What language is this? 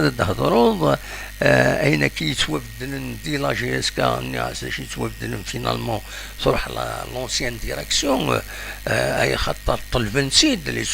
Kabyle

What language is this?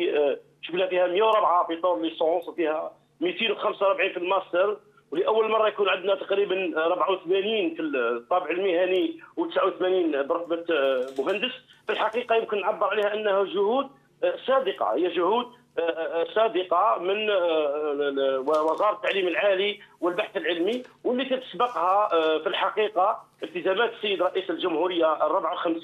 Algerian Arabic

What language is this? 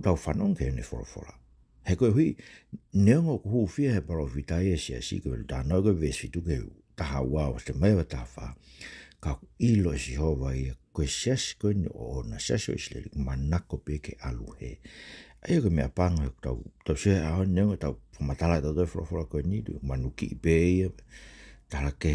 Tongan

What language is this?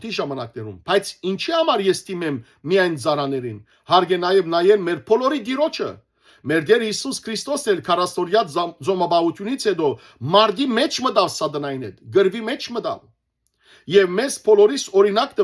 Western Armenian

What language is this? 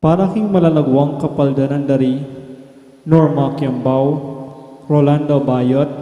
Pampanga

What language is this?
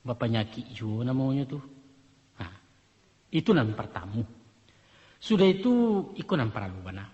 Minangkabau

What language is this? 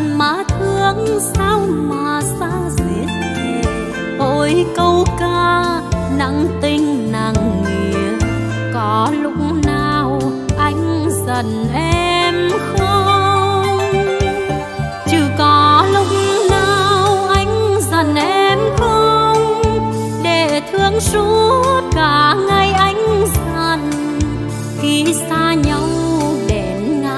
Vietnamese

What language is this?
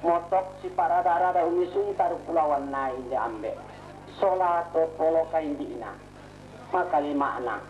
Toraja-Sa'dan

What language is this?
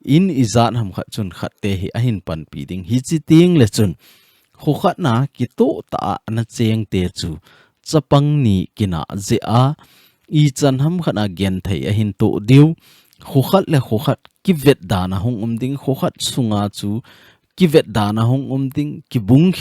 Thado Chin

